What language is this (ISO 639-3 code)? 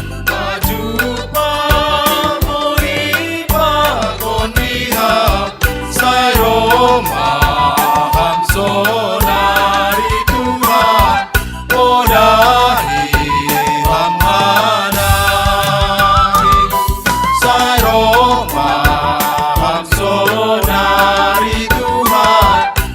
bts